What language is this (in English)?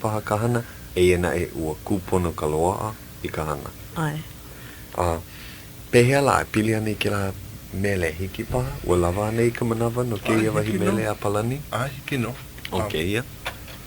Hawaiian